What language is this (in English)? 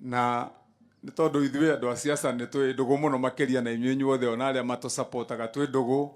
Kikuyu